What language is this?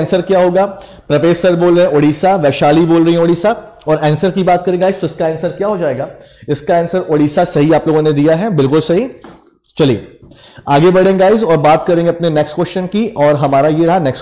Hindi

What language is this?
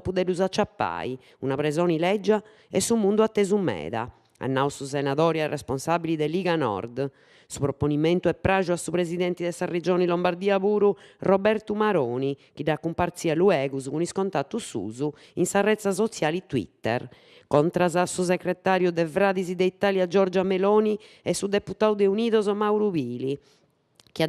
Sardinian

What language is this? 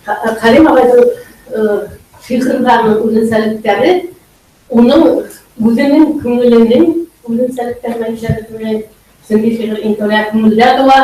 Bashkir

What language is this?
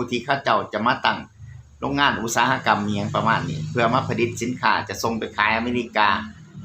Lao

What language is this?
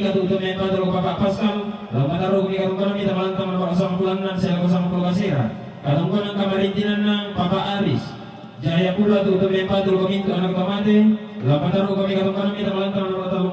Toraja-Sa'dan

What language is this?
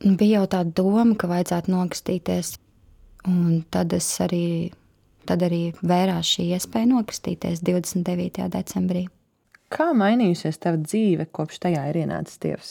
Latvian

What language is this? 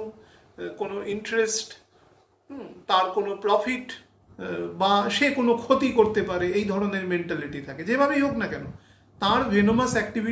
Bangla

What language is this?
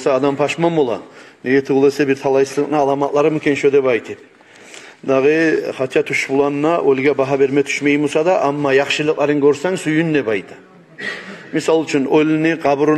Kumyk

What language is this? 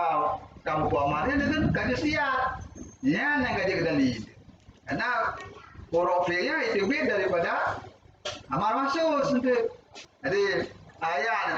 Achinese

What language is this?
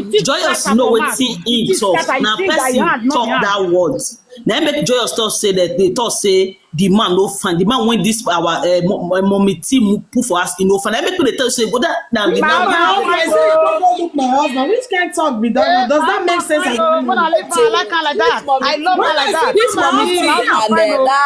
Nigerian Pidgin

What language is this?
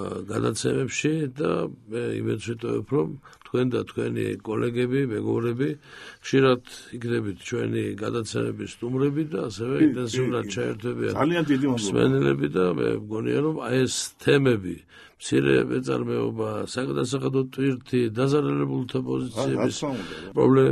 Georgian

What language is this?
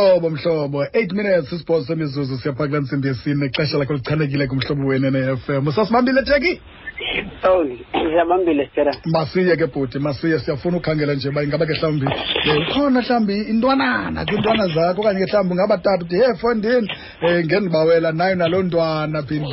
Xhosa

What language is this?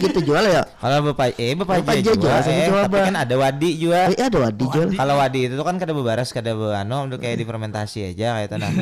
Banjar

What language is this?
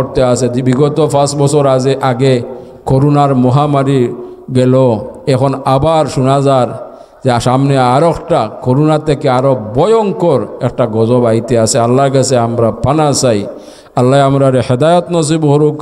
Sylheti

